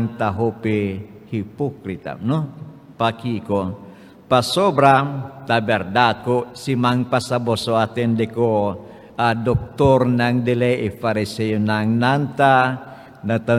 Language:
Papiamento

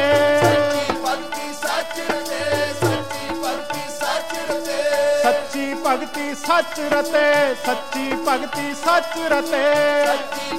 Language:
Punjabi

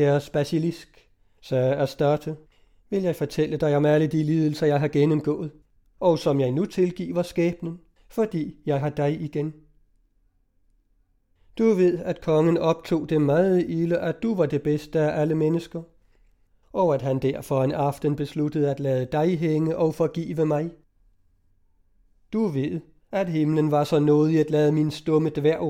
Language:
Danish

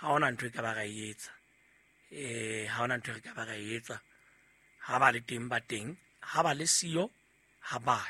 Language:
Southern Sotho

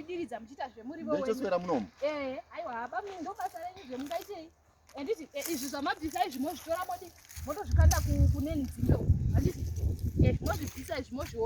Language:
Shona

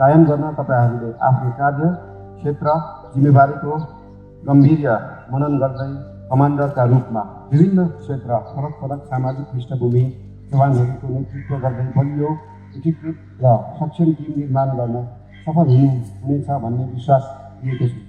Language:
Nepali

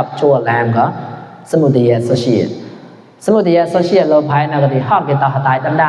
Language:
Mon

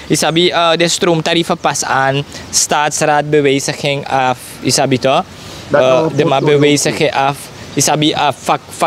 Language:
Sranan Tongo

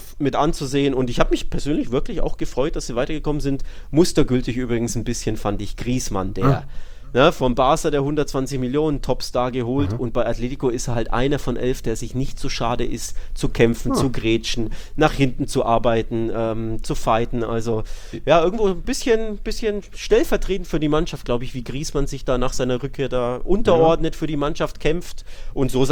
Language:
German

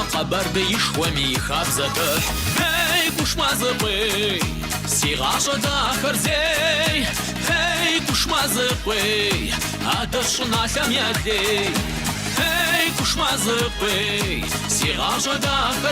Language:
Kabardian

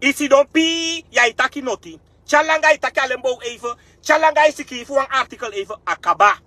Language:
Sranan Tongo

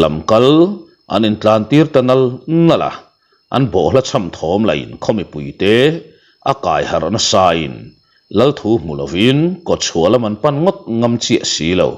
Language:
Mizo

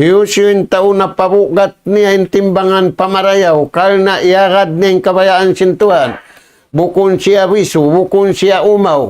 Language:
Tausug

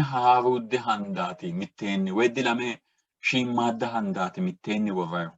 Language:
Sidamo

